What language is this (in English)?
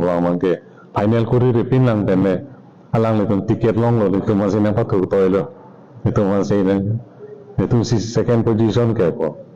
Karbi